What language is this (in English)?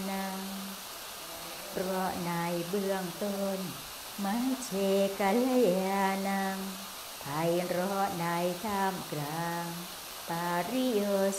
Thai